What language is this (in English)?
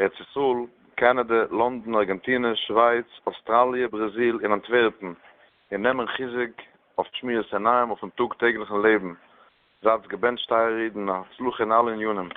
Yiddish